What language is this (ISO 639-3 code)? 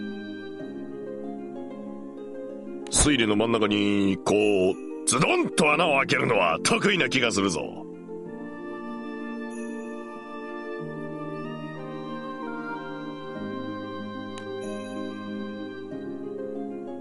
jpn